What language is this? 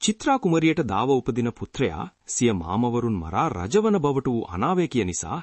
Sinhala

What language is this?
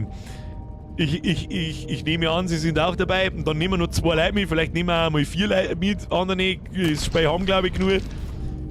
Bavarian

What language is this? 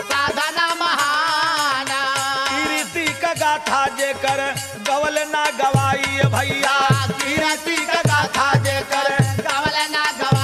Bhojpuri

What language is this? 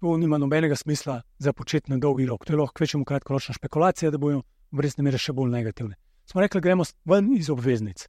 Slovenian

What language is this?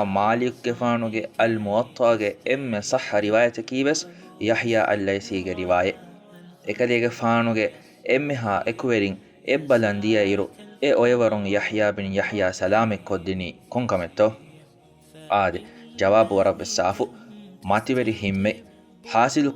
Divehi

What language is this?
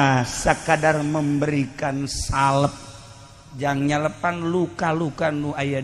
Sundanese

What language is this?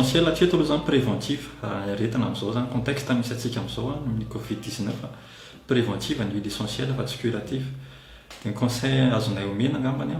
Malagasy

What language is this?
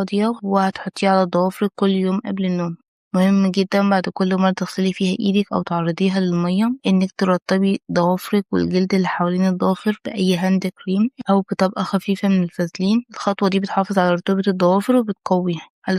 Egyptian Arabic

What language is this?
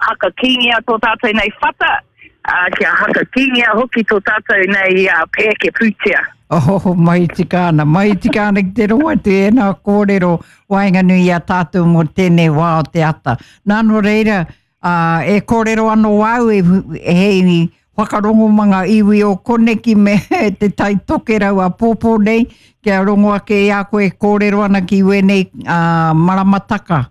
Māori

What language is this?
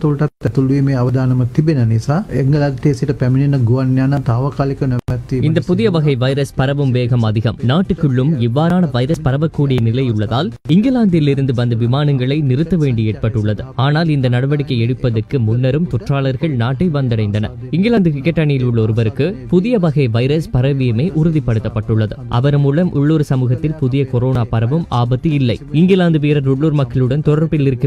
Tamil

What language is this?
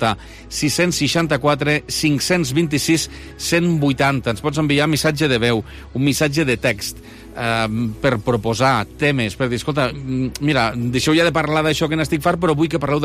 Catalan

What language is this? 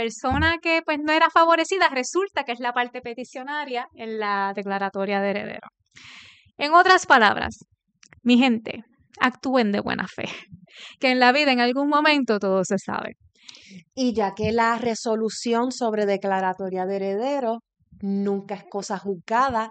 Spanish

